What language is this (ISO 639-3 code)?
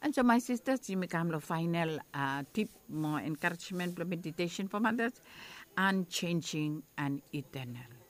bis